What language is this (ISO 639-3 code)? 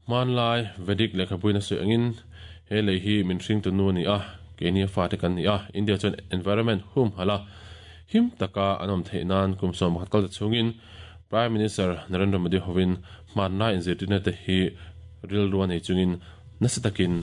lus